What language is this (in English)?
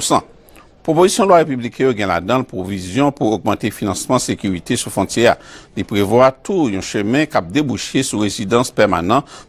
Haitian Creole